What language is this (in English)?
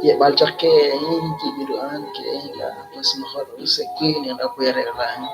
Kekchí